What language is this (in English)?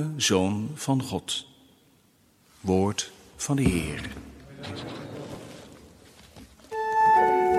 Dutch